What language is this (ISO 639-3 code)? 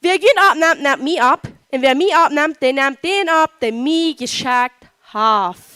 pdt